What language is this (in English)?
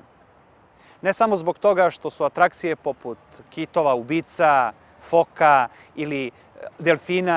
Serbian